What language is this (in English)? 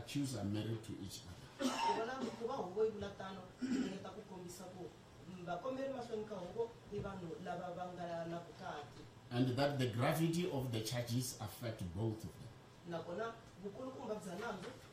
Tsonga